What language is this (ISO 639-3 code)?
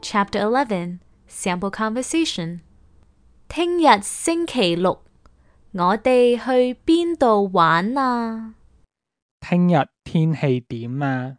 yue